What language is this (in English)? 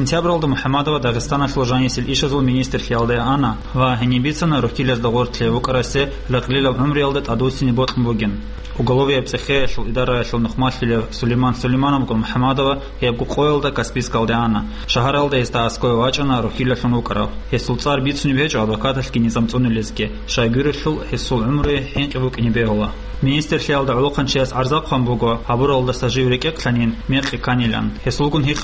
Avaric